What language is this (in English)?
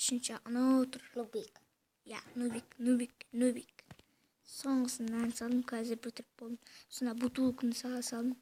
Kazakh